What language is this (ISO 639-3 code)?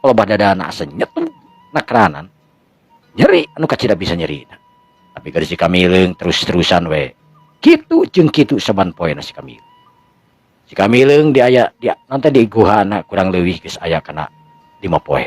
sun